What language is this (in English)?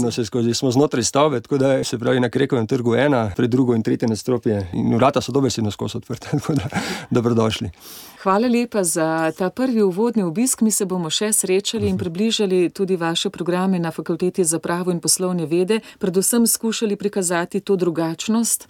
Slovenian